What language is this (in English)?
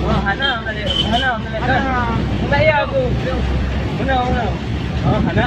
Achinese